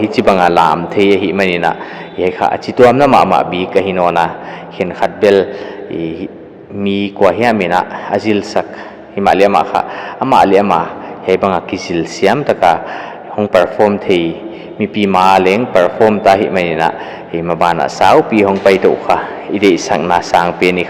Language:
Paite Chin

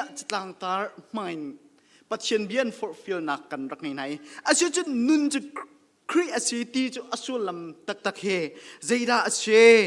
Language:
Hakha Chin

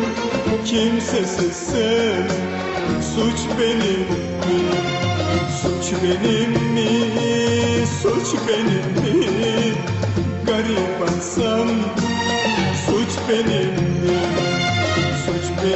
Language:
Turkish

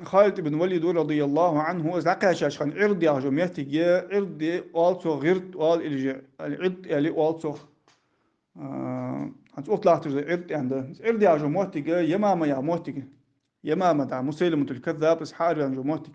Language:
Ingush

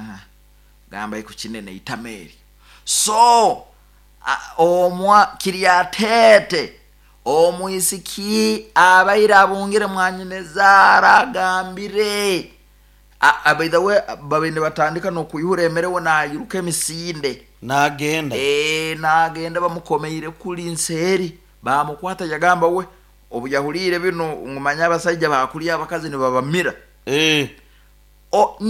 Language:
Nyoro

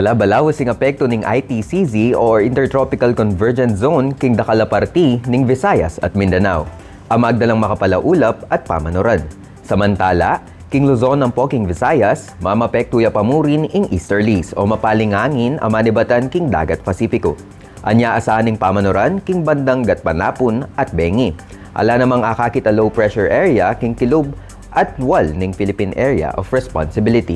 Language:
Pampanga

